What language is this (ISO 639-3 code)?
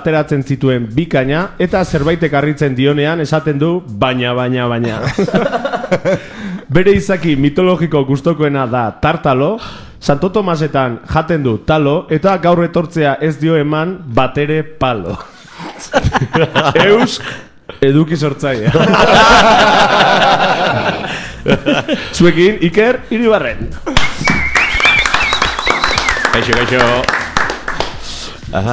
eus